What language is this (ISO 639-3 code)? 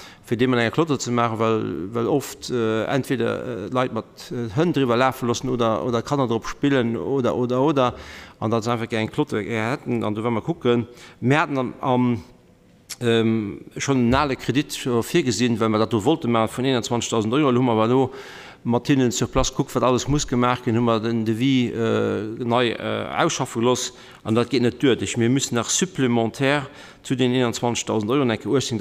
ltz